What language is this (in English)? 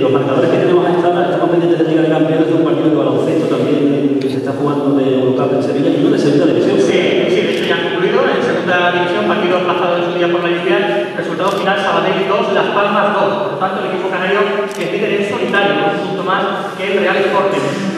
Spanish